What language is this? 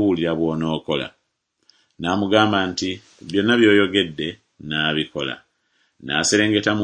Ganda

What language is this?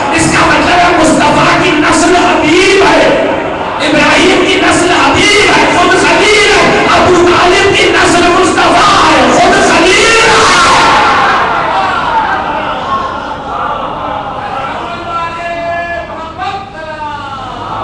Urdu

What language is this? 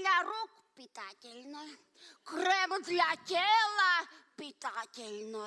Udmurt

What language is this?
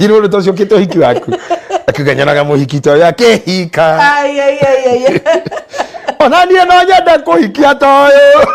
Kikuyu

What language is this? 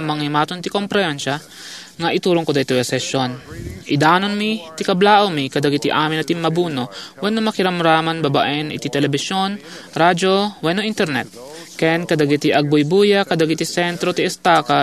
Iloko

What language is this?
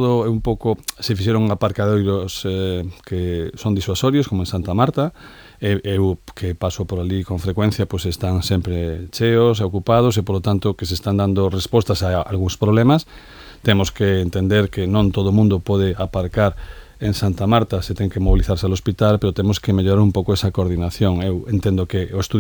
Galician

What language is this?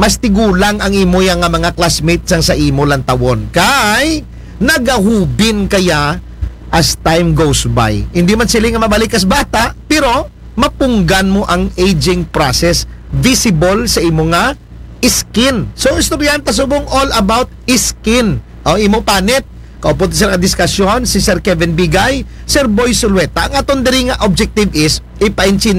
Aklanon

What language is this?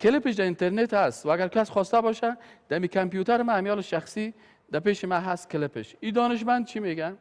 Persian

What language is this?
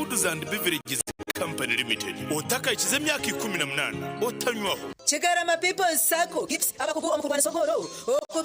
Nyankole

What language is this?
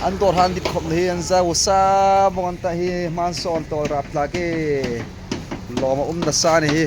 Hmar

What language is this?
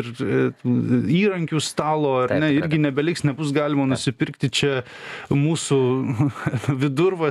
Lithuanian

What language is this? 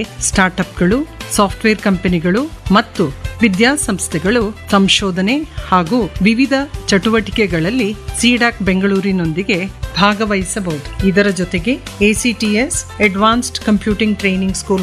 Kannada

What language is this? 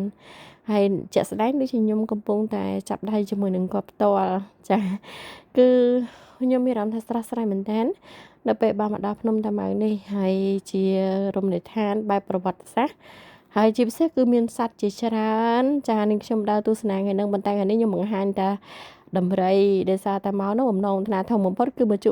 Khmer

